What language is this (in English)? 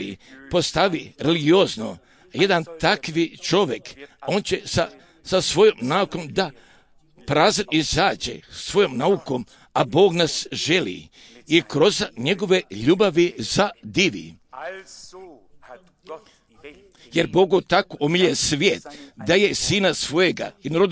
Croatian